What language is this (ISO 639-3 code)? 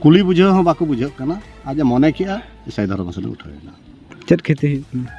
sat